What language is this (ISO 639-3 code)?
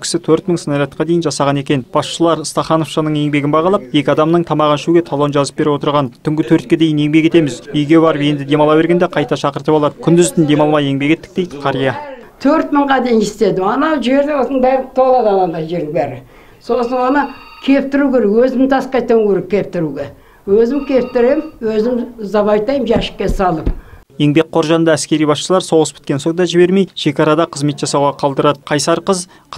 kaz